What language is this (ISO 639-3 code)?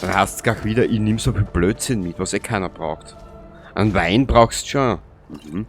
bar